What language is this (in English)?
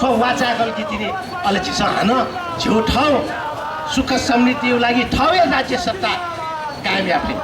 Newari